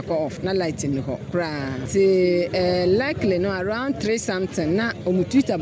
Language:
Akan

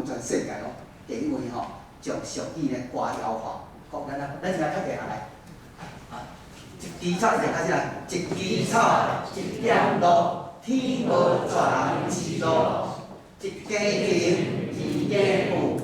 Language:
Min Nan Chinese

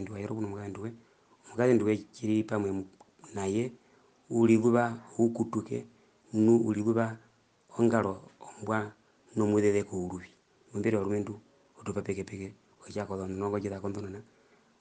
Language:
Herero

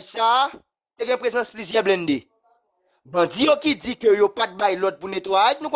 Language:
Haitian Creole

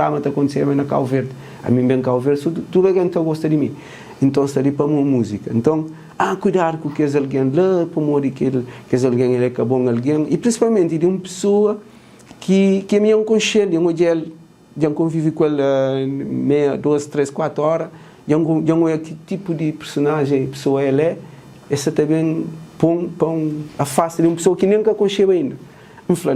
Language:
Kabuverdianu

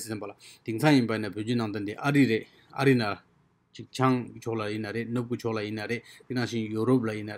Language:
Tibetan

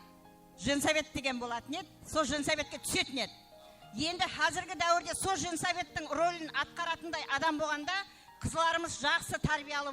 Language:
Kara-Kalpak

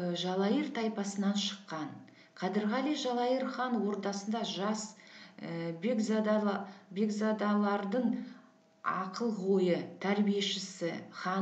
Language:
Kazakh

